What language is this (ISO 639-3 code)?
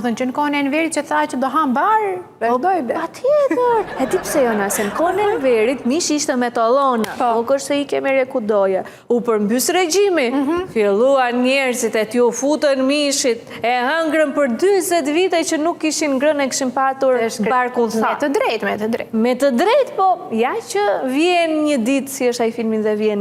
sqi